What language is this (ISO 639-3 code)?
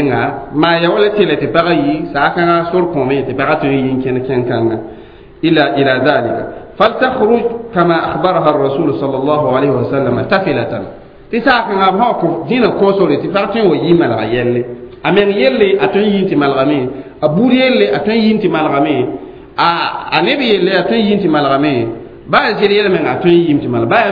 mos